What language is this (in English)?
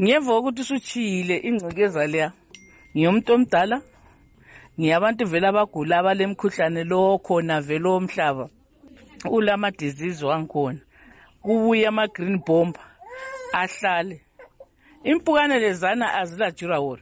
North Ndebele